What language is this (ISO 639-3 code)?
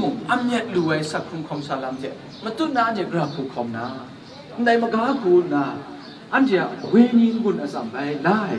kac